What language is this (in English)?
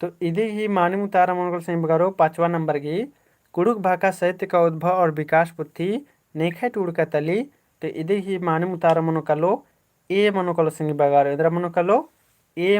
Kurukh